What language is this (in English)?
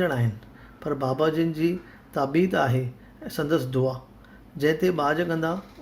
Sindhi